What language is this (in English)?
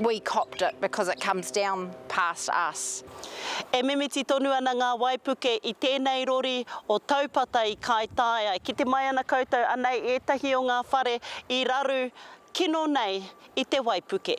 Māori